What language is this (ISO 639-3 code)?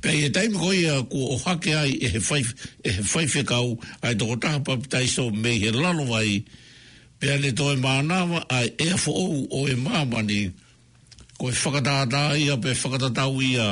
ton